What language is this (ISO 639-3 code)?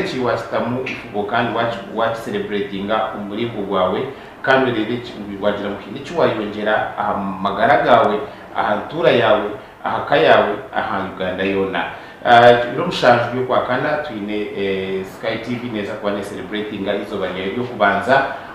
nyn